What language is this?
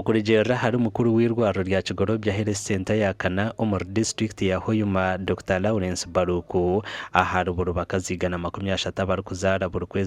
Nyankole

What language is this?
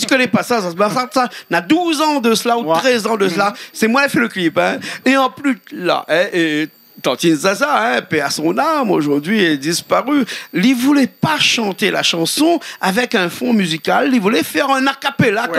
Réunion Creole French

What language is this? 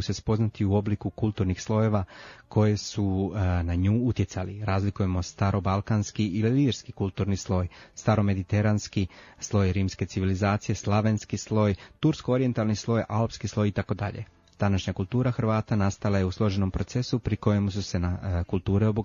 Croatian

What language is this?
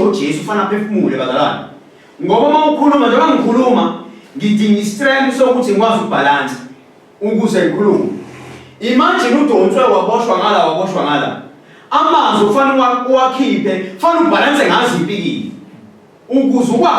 Zulu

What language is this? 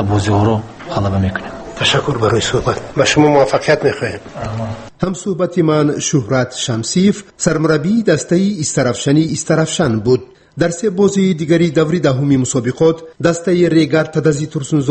Tajik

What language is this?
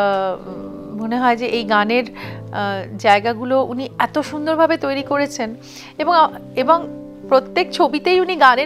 Bangla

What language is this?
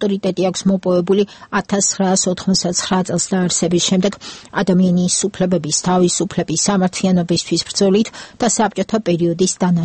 Georgian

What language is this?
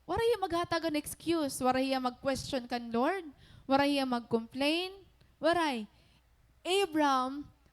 Waray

